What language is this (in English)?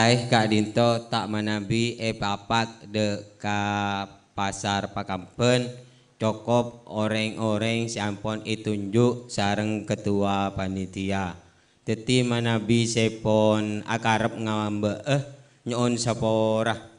Madurese